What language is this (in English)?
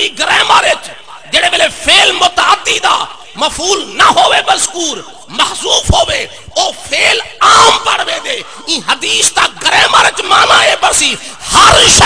Saraiki